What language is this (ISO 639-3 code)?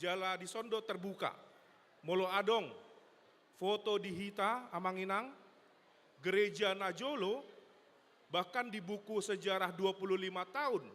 bbc